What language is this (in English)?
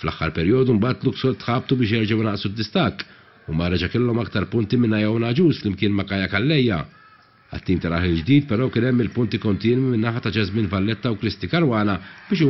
Maltese